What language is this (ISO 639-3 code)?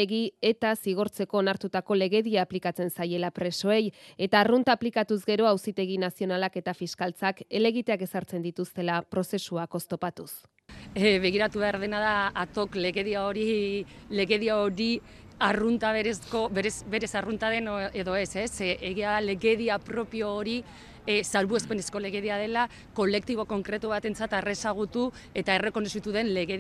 eus